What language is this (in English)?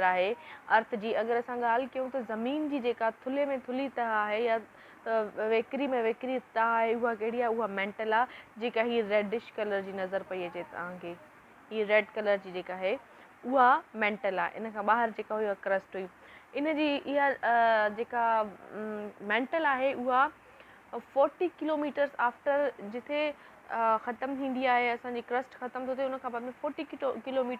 Sindhi